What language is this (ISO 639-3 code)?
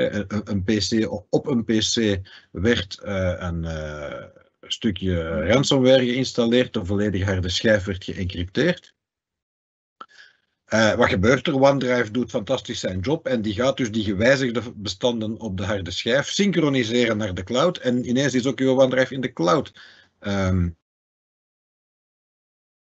nld